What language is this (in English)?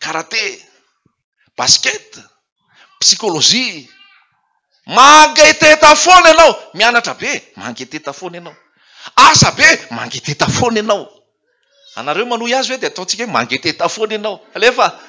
Malagasy